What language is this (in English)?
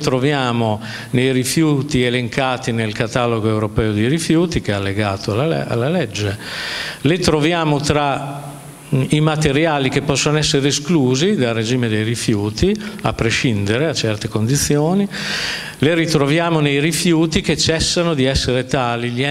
Italian